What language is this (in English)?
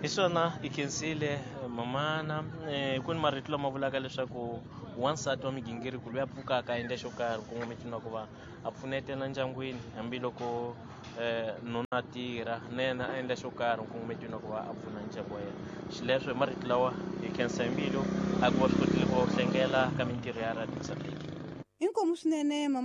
Tsonga